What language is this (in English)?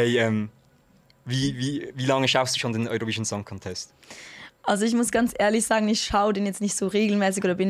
Swiss German